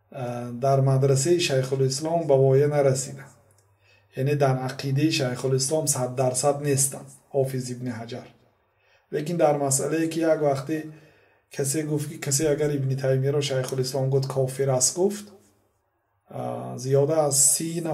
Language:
Persian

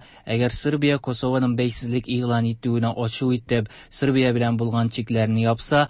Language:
Tatar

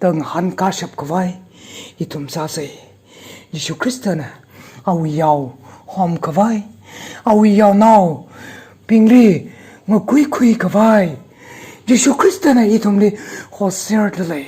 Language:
Tangkhul Naga (India)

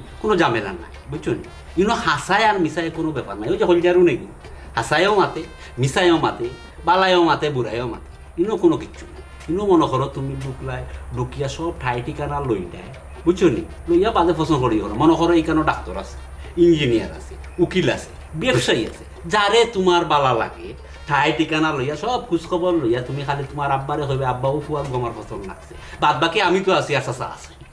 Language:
Sylheti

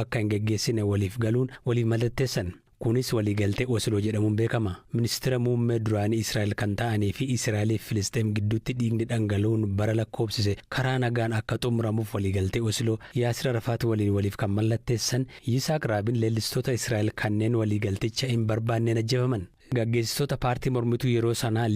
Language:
Oromo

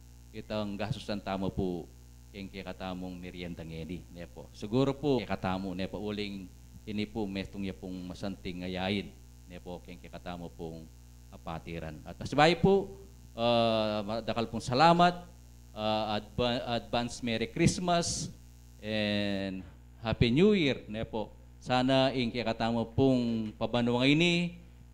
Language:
Pampanga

